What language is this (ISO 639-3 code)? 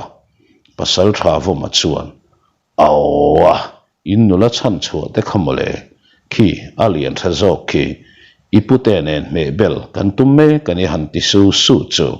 lus